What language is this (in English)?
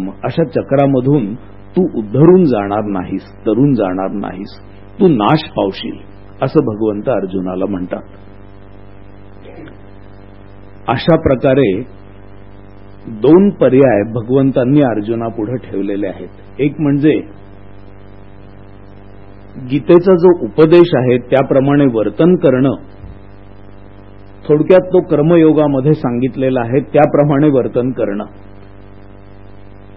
Marathi